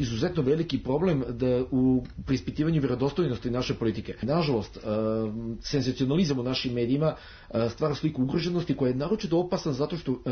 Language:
Serbian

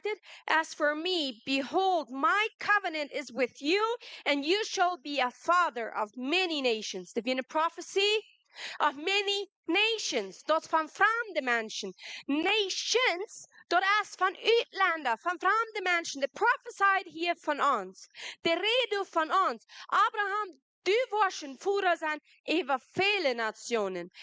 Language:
Plautdietsch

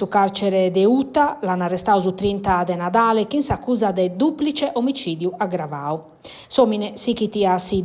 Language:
Sardinian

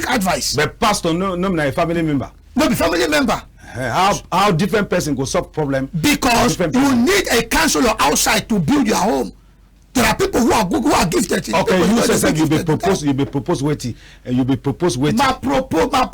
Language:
Cameroon Pidgin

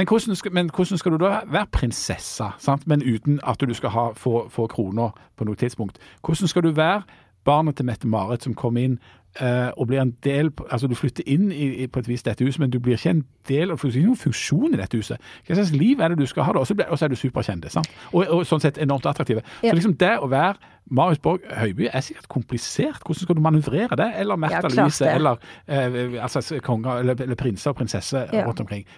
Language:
Norwegian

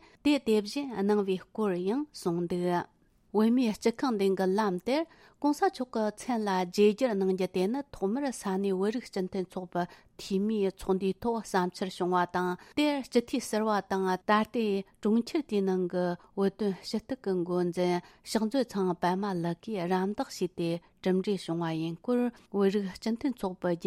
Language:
Tibetan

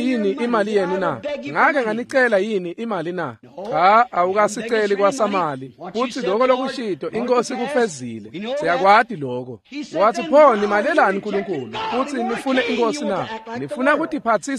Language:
Swati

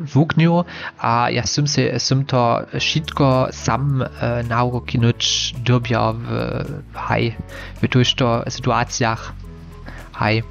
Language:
Upper Sorbian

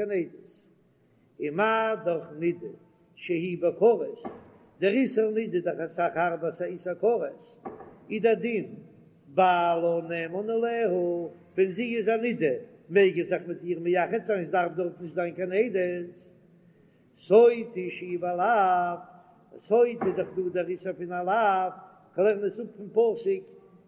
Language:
Yiddish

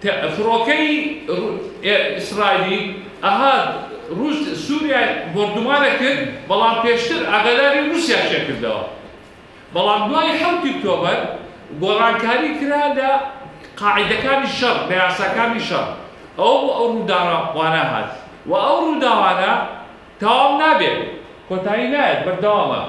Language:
Kurdish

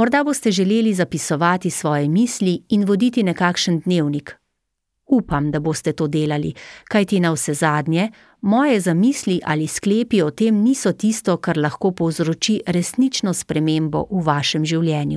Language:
Slovenian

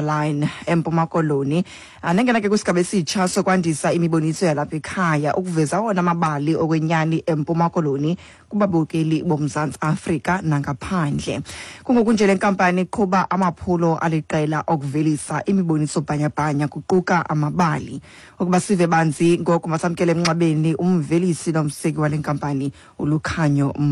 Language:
Xhosa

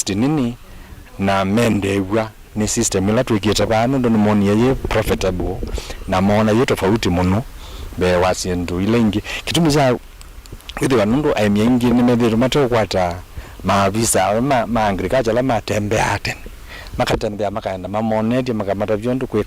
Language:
Kamba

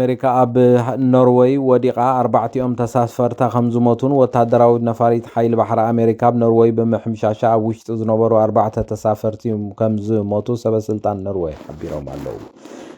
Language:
Tigrinya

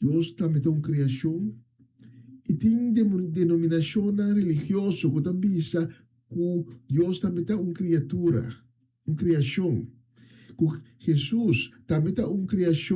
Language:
Papiamento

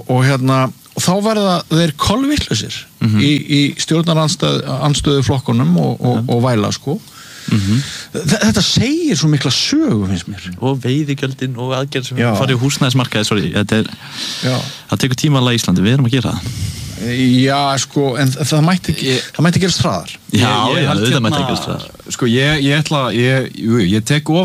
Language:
Icelandic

